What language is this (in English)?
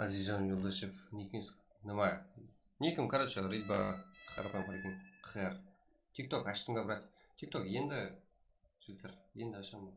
Kara-Kalpak